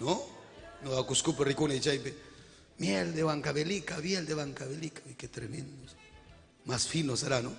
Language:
Ayacucho Quechua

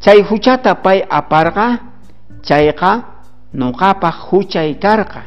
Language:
South Bolivian Quechua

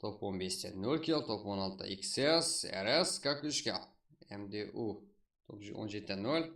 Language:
Kara-Kalpak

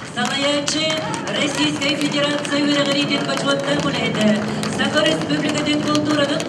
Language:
Yakut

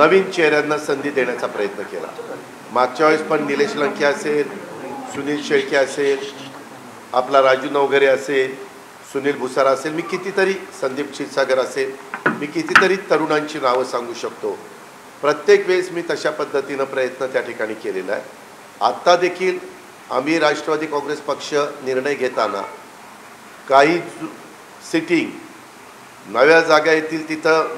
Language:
Marathi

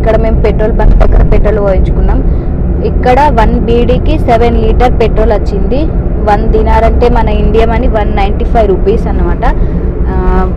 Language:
Telugu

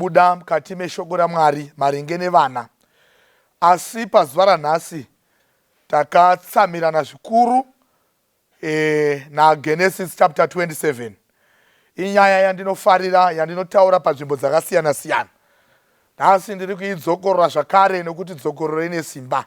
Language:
Shona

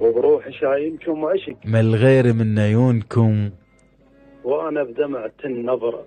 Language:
Mesopotamian Arabic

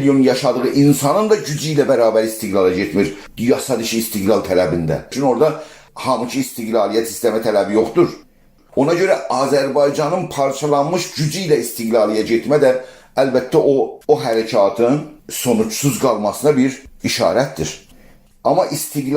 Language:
South Azerbaijani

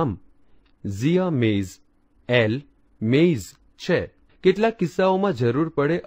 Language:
Gujarati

